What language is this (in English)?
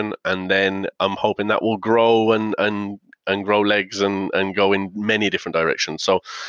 English